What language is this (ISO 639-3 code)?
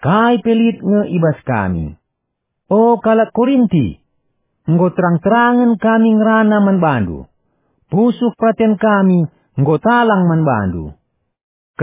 btx